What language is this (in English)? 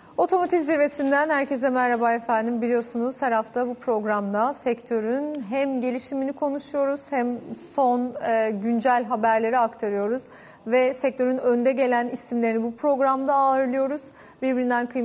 Turkish